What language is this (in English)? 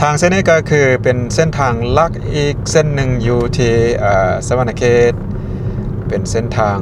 Lao